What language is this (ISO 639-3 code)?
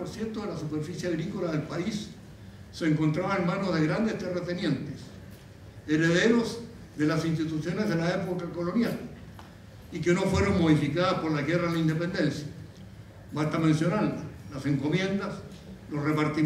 spa